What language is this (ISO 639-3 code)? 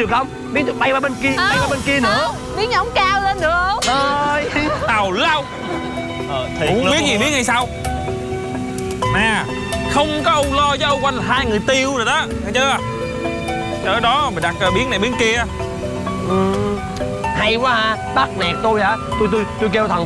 vie